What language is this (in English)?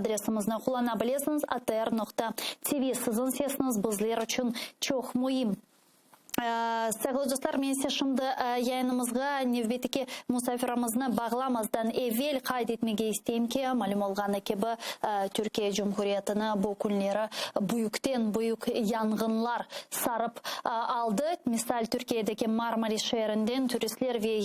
Crimean Tatar